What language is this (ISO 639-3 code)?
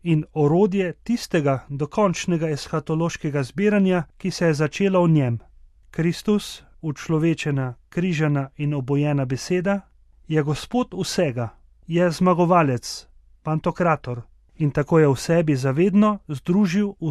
slv